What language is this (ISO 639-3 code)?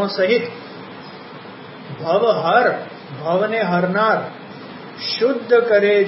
guj